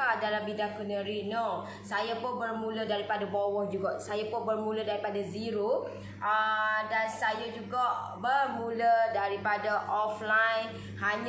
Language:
Malay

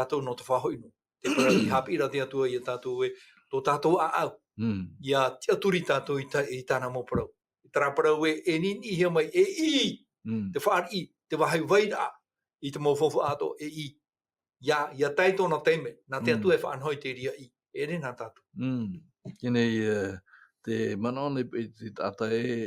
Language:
Tahitian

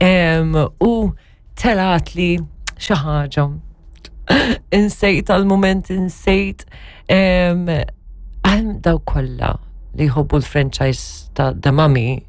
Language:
Maltese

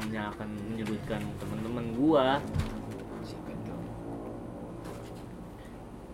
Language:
Indonesian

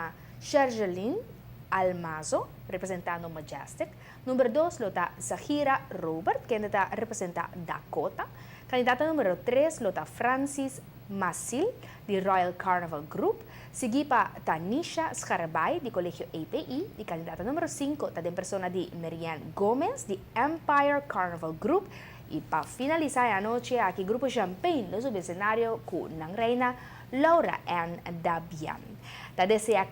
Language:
Papiamento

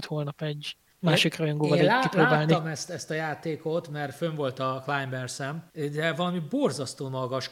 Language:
Hungarian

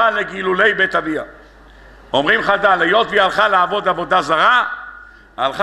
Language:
Hebrew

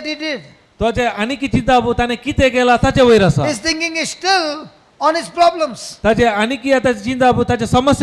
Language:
Konkani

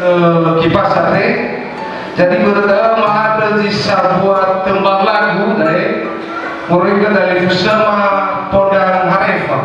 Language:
Nias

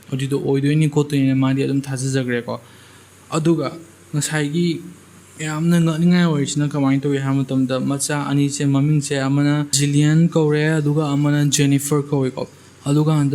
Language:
Manipuri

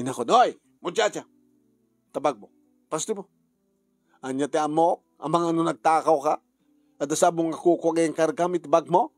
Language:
Iloko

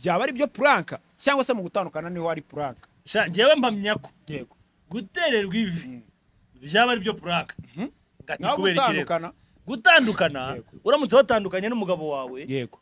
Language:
Kinyarwanda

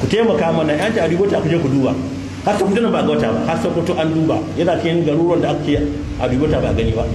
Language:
Hausa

